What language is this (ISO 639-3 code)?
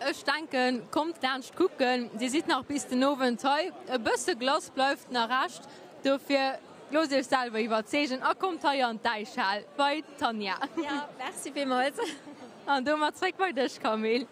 ltz